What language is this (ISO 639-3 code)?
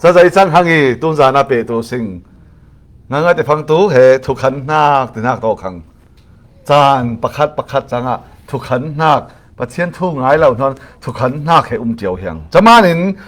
cfm